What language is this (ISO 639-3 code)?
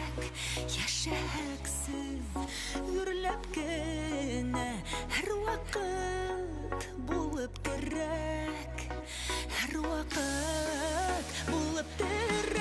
bak